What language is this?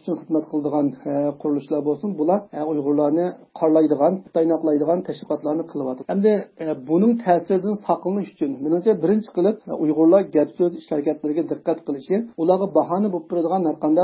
Uyghur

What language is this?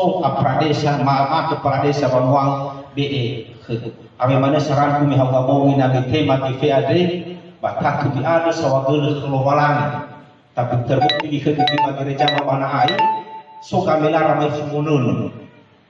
Nias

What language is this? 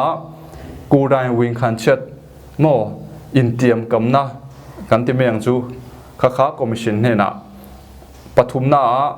Falam Chin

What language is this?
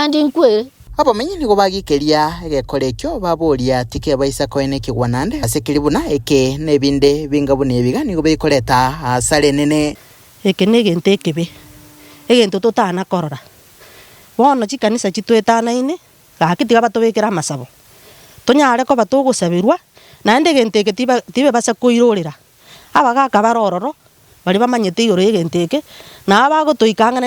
Gusii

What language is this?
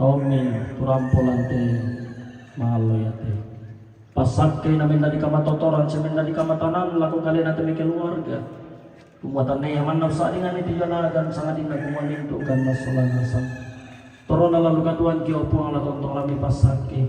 Toraja-Sa'dan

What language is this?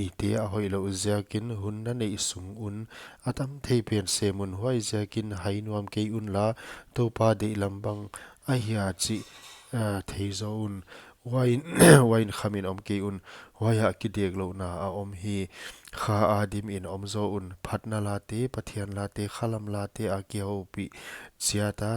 Paite Chin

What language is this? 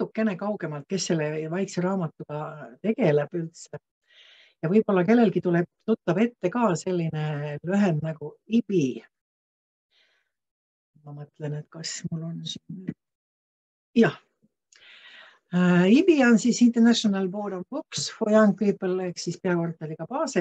Estonian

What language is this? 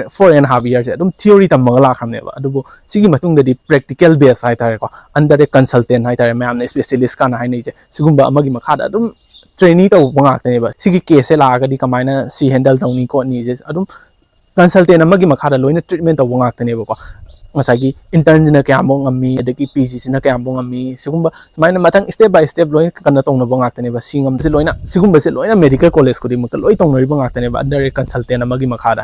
Manipuri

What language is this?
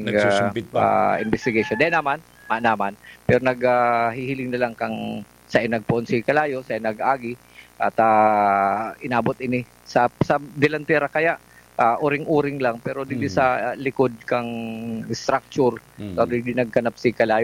Bikol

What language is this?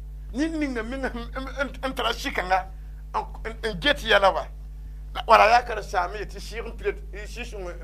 Mossi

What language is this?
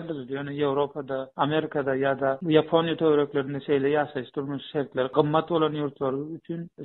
Turkmen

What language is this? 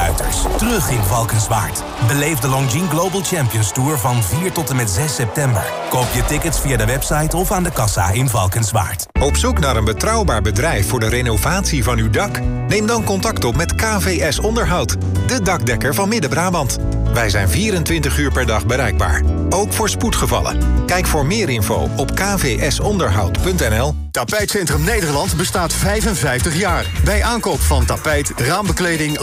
Dutch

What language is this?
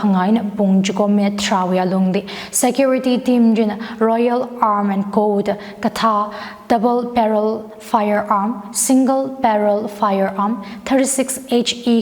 Tangkhul Naga (India)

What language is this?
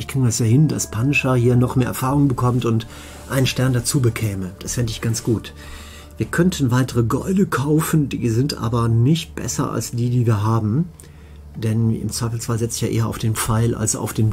German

